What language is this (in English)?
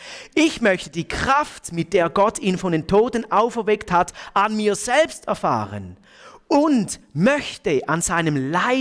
Swiss German